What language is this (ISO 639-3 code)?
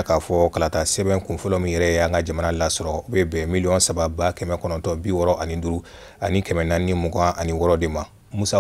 bam